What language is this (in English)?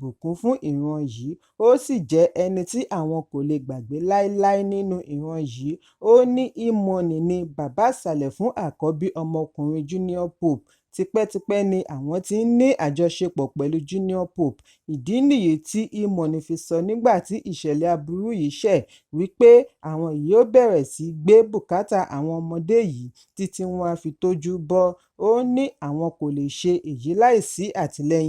Yoruba